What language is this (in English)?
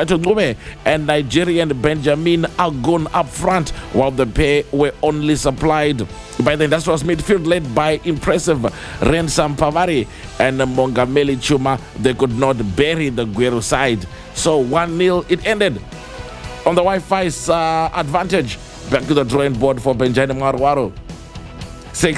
English